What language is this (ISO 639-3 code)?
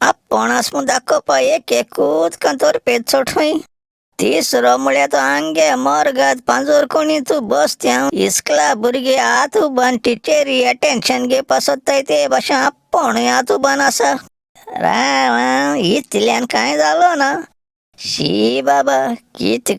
kok